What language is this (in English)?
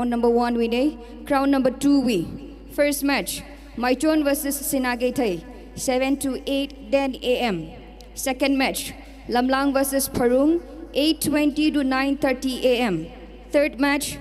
Tangkhul Naga (India)